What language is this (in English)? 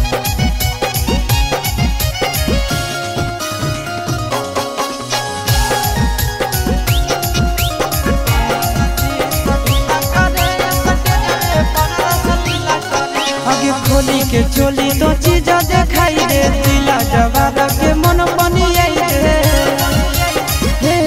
Bhojpuri